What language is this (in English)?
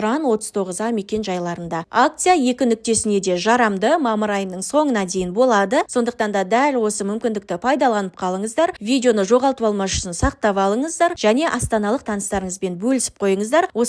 Kazakh